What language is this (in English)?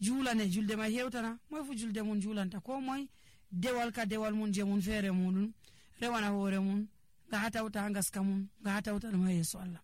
Nigerian Fulfulde